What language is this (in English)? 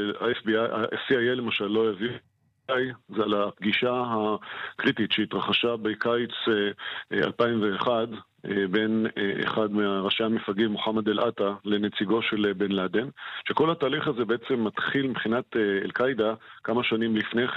Hebrew